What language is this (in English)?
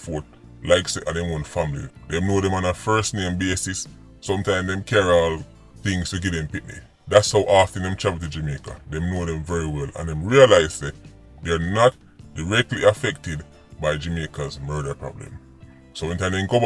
Jamaican Creole English